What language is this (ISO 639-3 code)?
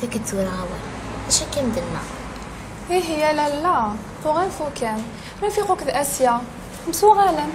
kab